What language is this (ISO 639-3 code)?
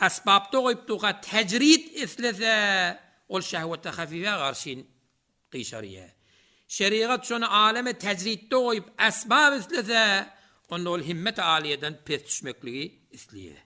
tuk